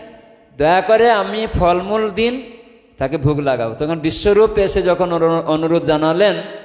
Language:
Bangla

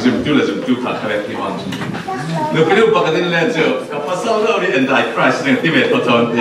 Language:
Falam Chin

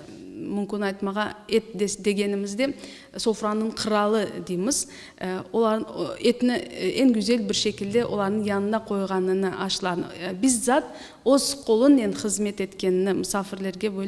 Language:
Crimean Tatar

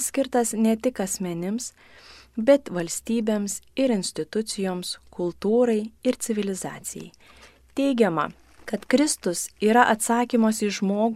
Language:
Lithuanian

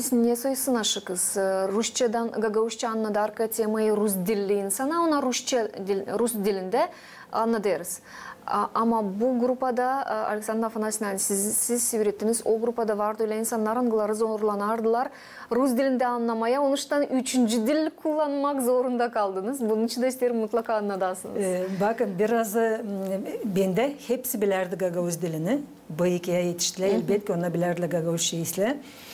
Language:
Gagauz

